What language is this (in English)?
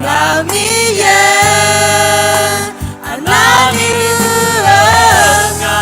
Akha